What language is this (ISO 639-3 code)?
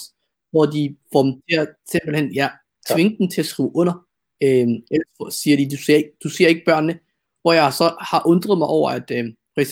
dan